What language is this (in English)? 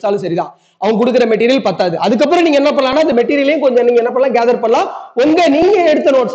Tamil